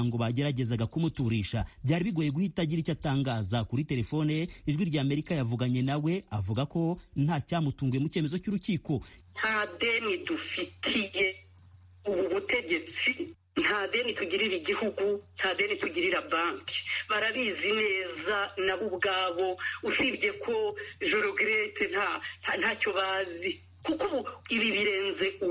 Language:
Kinyarwanda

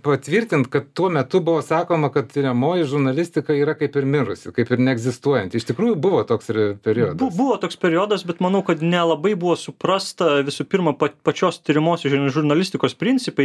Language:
Lithuanian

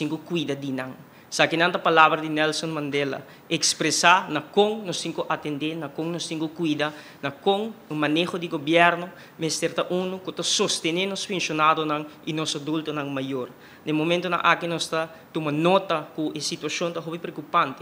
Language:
Papiamento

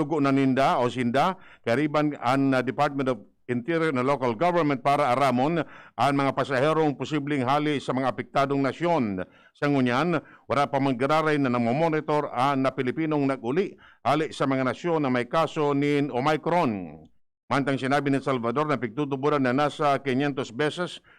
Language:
Bikol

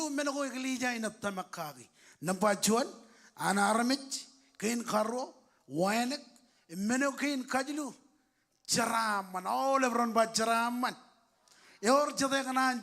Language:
Marshallese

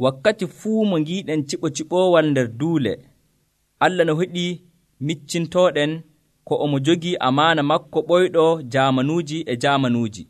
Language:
Nigerian Fulfulde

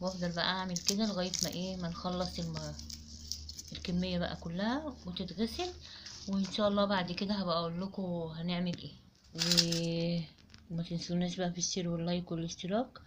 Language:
Egyptian Arabic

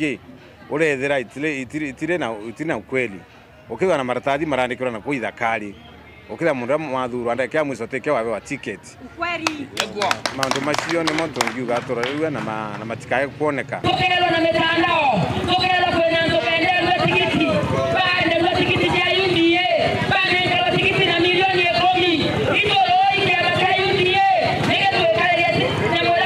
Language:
Meru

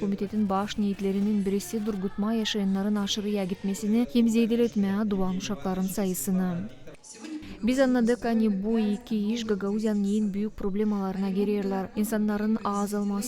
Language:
Gagauz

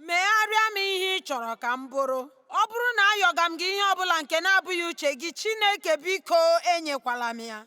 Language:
Igbo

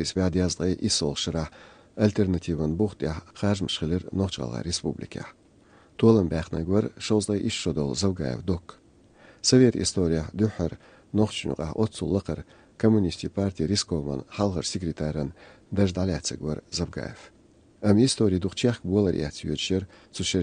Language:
Chechen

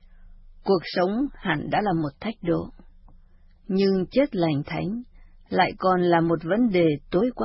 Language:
Vietnamese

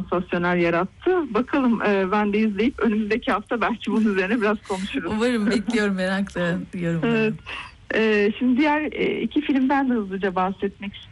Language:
Turkish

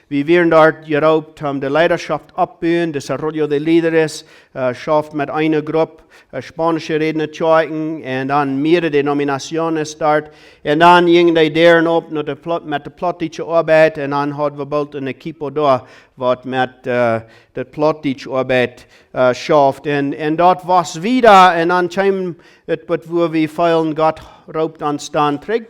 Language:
Plautdietsch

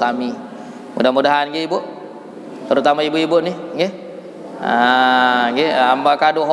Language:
Sasak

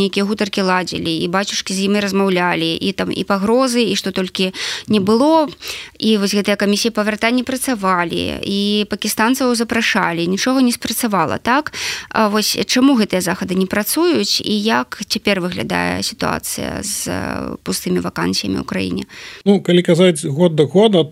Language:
Belarusian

